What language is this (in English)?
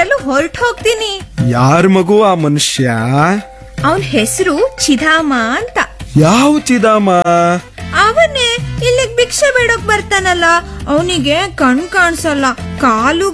Kannada